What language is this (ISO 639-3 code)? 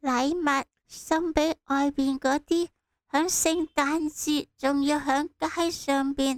yue